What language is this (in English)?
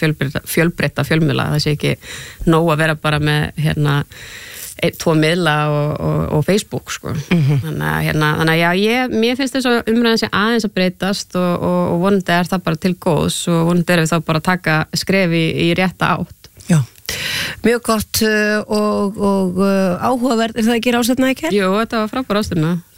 Icelandic